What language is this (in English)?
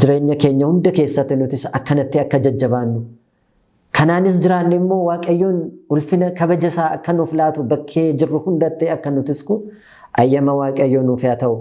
Oromo